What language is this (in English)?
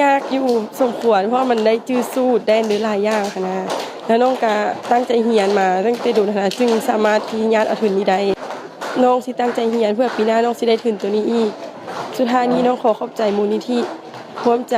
Lao